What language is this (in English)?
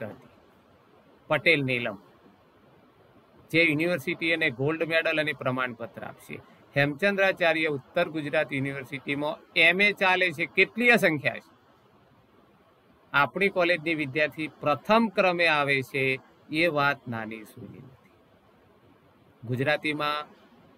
Gujarati